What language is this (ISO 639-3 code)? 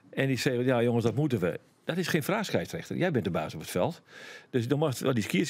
fry